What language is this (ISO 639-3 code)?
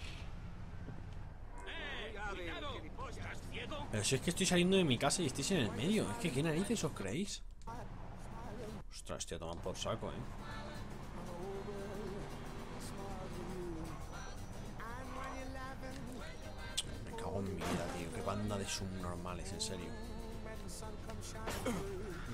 spa